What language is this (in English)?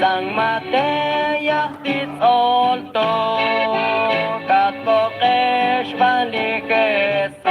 Kekchí